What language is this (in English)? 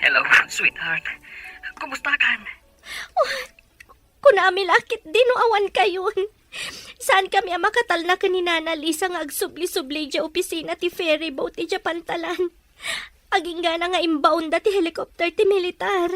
Iloko